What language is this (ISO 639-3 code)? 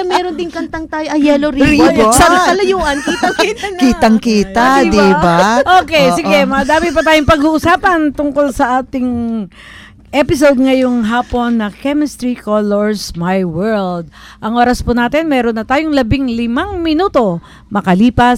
fil